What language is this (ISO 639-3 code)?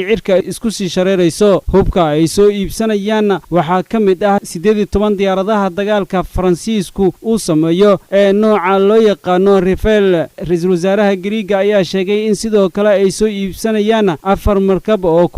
som